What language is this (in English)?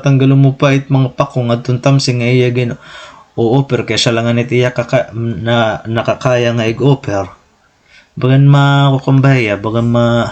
Waray